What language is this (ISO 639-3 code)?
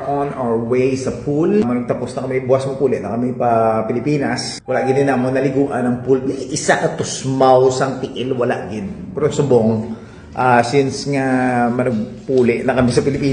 hil